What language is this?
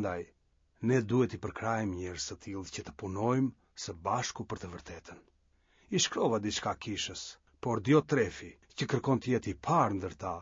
Albanian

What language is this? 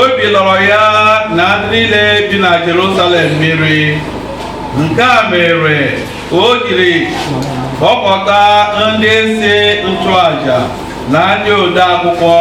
Igbo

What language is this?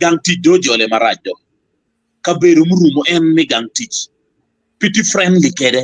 Acoli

